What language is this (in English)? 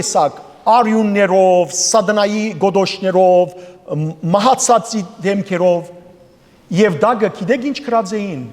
Western Armenian